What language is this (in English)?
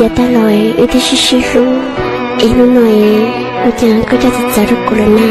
Hmong